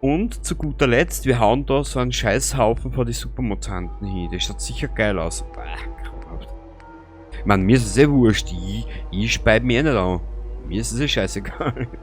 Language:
Bavarian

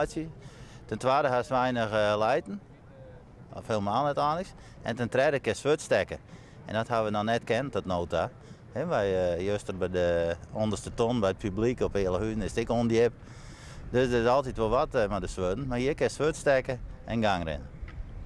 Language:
Western Frisian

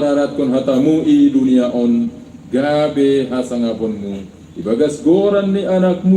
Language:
Batak Simalungun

